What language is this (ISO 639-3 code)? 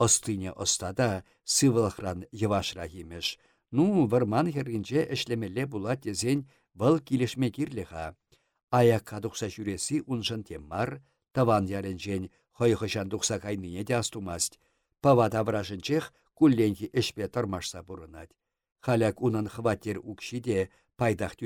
chv